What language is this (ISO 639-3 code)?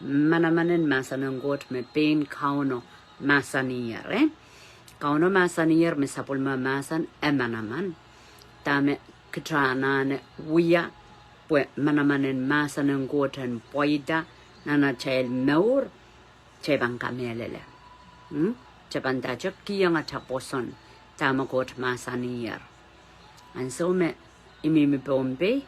pon